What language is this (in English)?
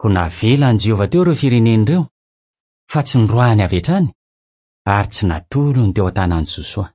Malagasy